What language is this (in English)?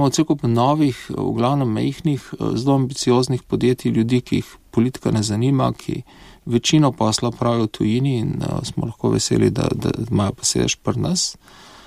Slovenian